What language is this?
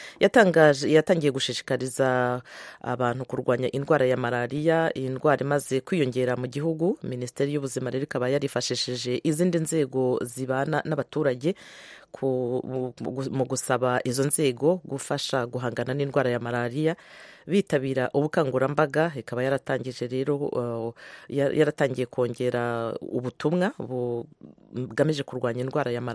Kinyarwanda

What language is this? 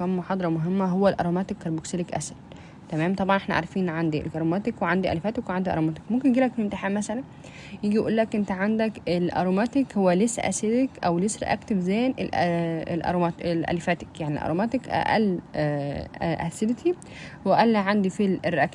Egyptian Arabic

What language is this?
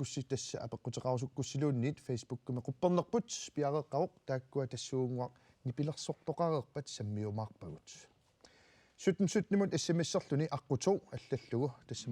Kalaallisut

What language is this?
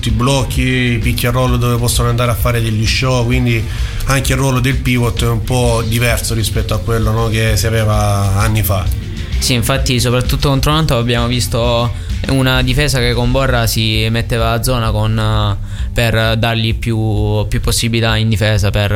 Italian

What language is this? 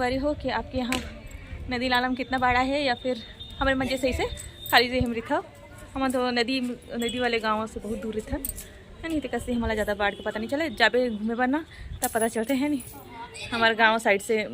Chhattisgarhi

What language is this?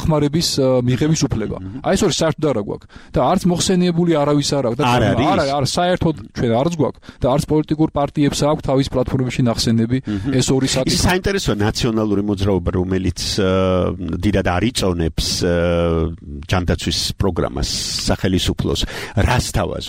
Georgian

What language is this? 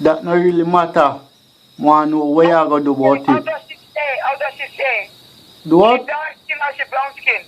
Jamaican Creole English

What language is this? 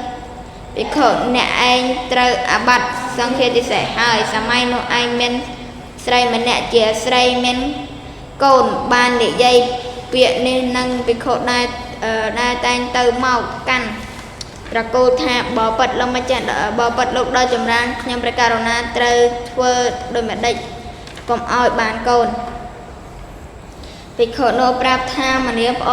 Khmer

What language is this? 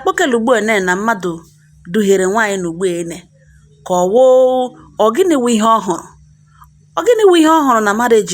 Igbo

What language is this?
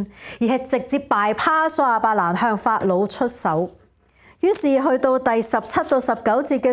Cantonese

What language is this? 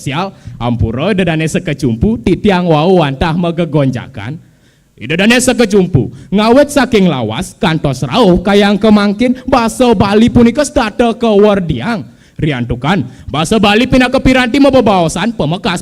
Balinese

